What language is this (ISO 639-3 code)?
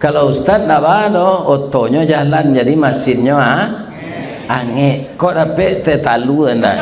min